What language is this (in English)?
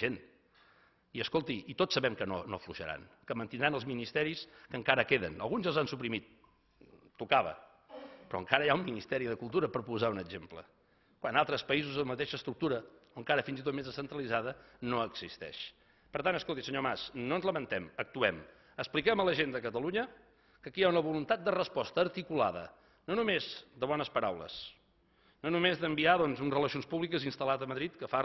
Catalan